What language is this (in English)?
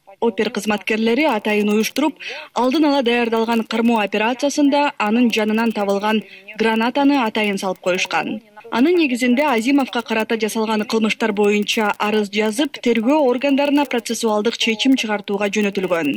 Kyrgyz